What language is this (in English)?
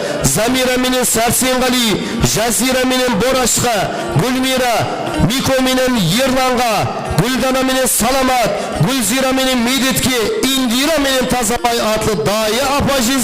Kara-Kalpak